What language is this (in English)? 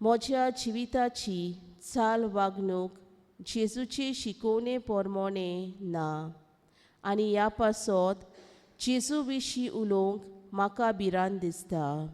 Konkani